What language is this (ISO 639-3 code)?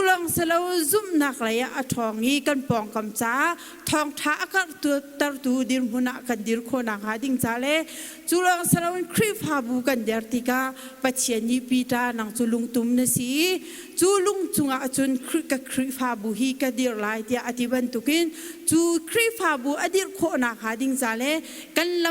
cnh